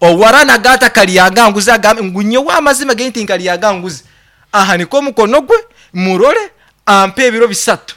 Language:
Nyoro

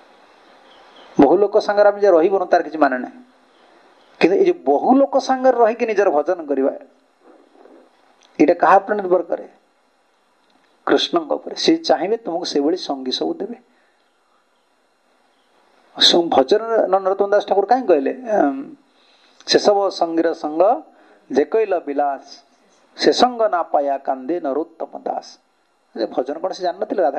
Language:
Odia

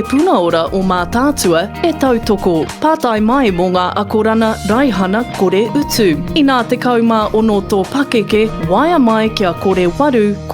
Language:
Māori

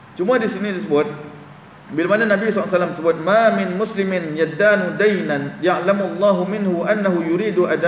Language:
Malay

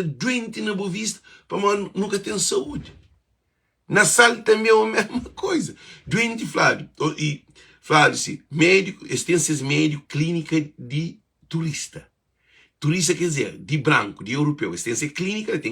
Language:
Kabuverdianu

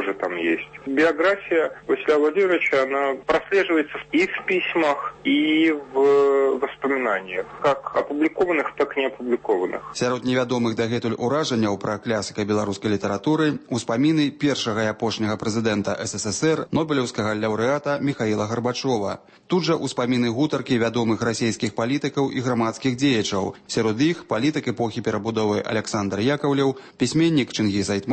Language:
Belarusian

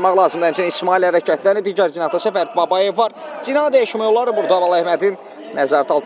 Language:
Azerbaijani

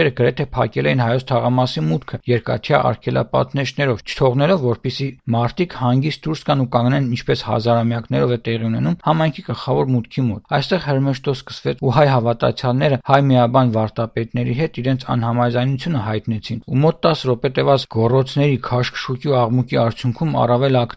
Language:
Armenian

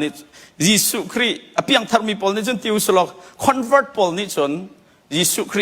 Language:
Hakha Chin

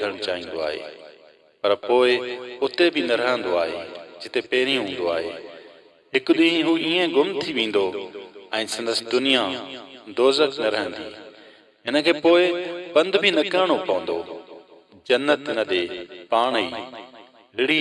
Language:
Sindhi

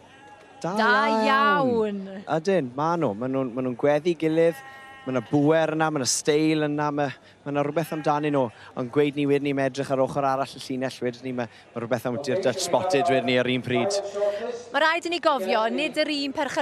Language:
Welsh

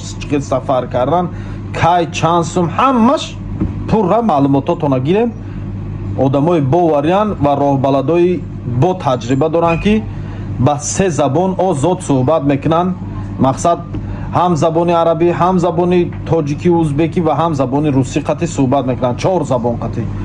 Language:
Tajik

